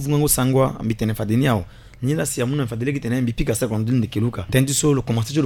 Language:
Sango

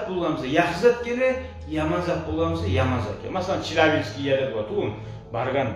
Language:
Kumyk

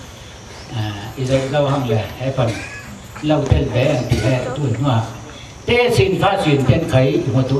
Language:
Falam Chin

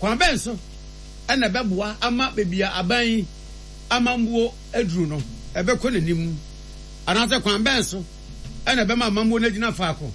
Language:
Akan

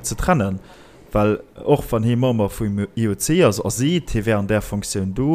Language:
Luxembourgish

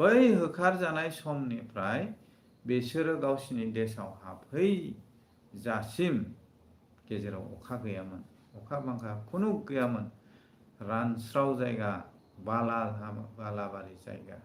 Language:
Bodo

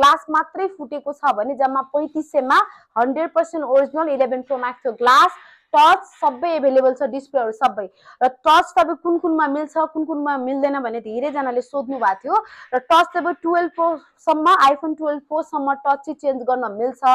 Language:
Nepali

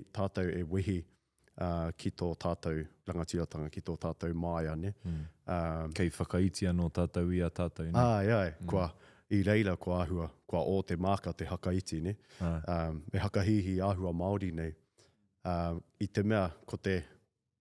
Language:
Māori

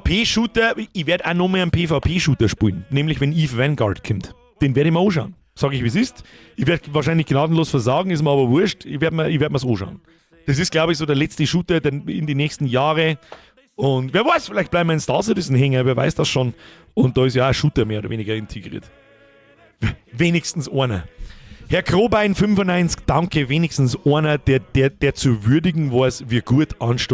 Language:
Bavarian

